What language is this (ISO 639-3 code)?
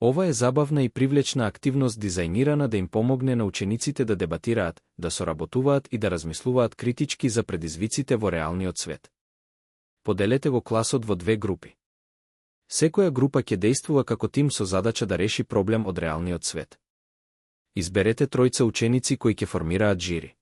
mkd